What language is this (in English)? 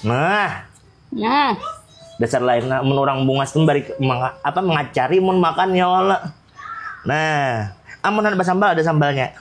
Banjar